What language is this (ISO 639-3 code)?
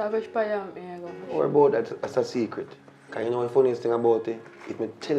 jam